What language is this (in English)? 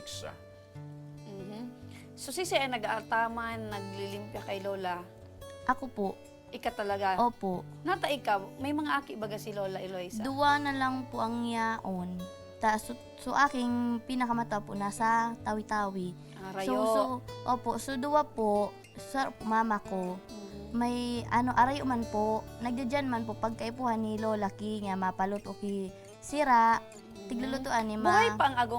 Bikol